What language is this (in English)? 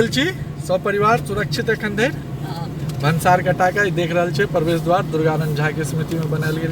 Maithili